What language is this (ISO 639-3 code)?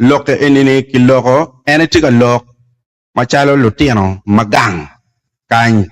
ach